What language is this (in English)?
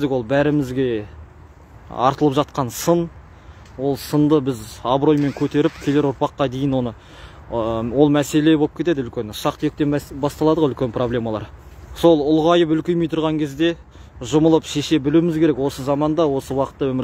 Kazakh